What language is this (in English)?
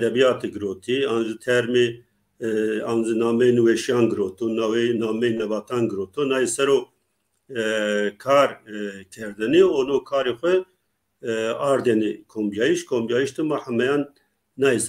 Zaza